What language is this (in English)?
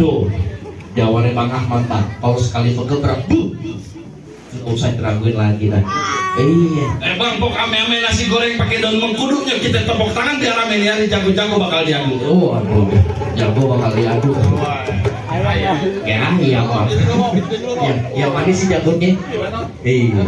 Betawi